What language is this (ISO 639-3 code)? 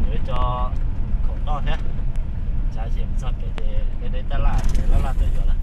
hmn